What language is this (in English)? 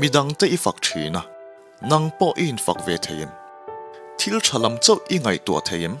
Mizo